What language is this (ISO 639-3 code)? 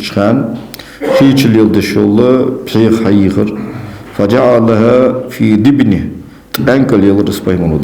inh